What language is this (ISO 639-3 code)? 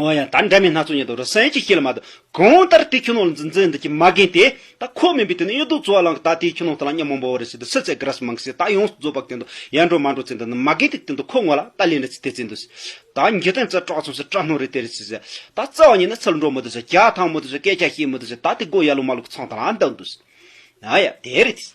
bod